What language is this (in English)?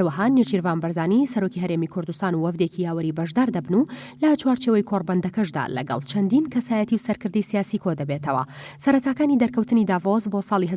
Central Kurdish